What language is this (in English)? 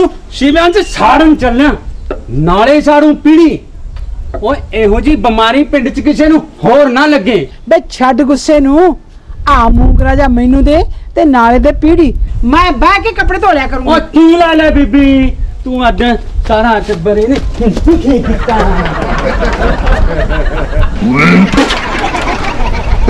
Punjabi